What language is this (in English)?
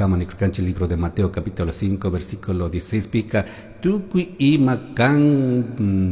Chimborazo Highland Quichua